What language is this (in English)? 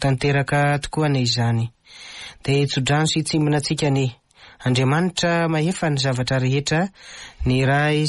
Malagasy